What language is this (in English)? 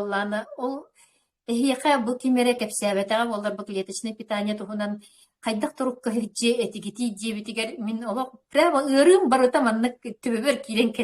Yakut